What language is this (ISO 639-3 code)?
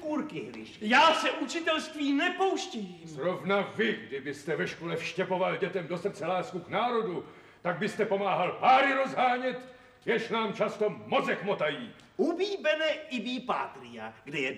ces